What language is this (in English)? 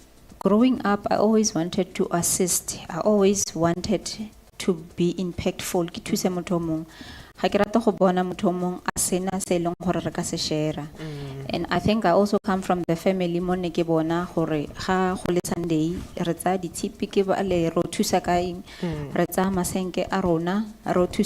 Tswana